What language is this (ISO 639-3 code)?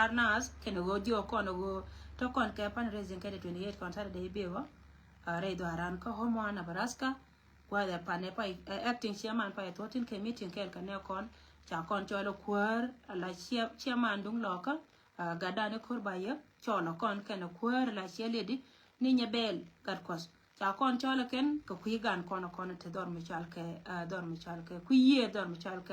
nus